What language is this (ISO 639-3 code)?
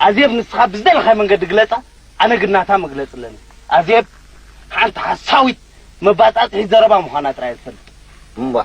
tir